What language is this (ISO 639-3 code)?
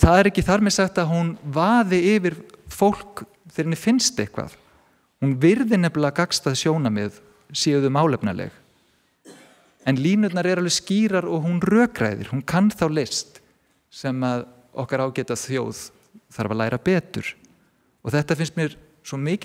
isl